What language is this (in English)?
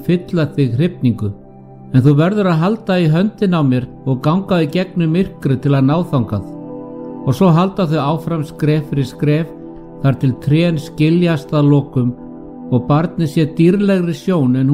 Icelandic